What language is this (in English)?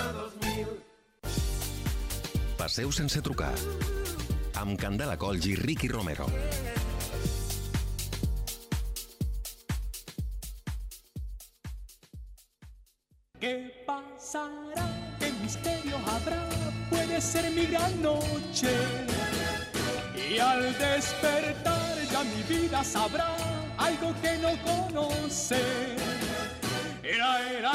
Catalan